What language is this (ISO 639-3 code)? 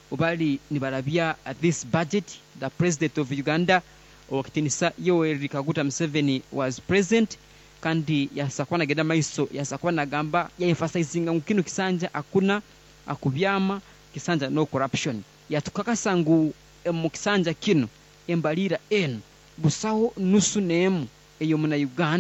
nyn